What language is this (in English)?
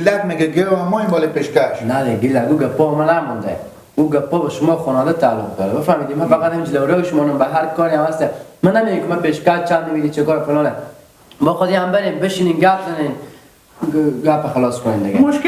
Persian